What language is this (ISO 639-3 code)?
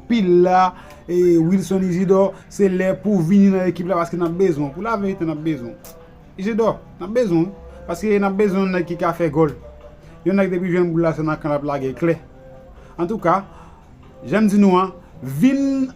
hat